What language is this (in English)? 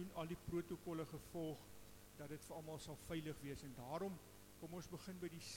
Afrikaans